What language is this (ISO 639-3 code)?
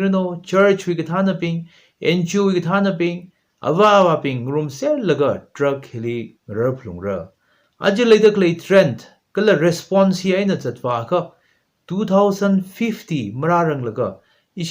nmf